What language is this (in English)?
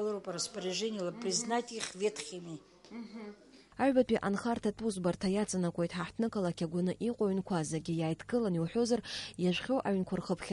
Abkhazian